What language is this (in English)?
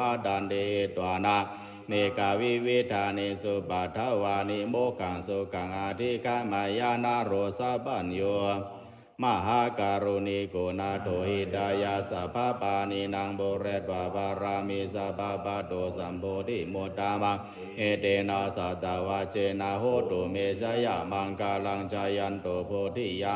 Pali